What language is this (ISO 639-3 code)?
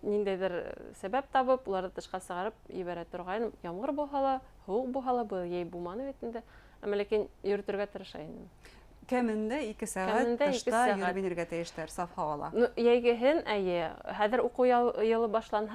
bak